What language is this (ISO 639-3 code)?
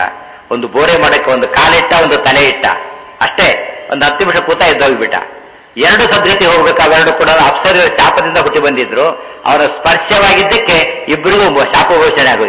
kan